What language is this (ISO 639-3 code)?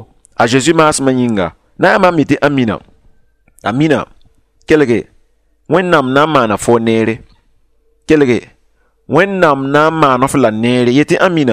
mos